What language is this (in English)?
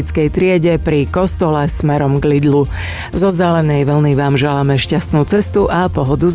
Slovak